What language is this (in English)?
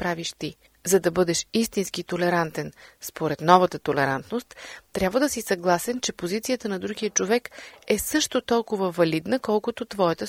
Bulgarian